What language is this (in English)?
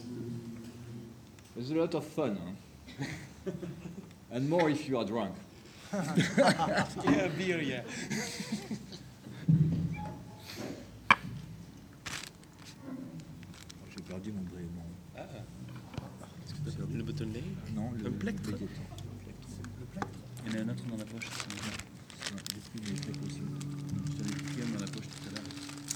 French